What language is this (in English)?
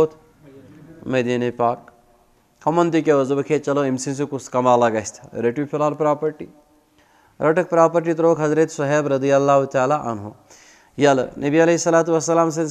Kashmiri